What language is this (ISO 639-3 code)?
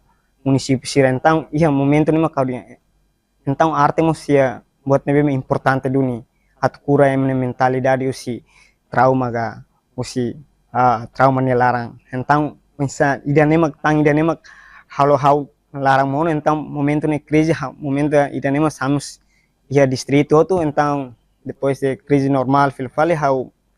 tet